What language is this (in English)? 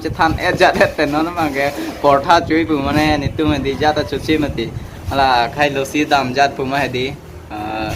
Karbi